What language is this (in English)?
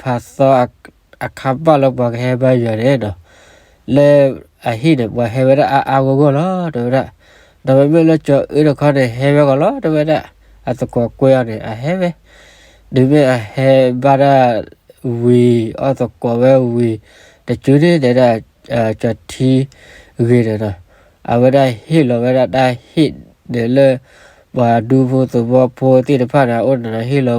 S'gaw Karen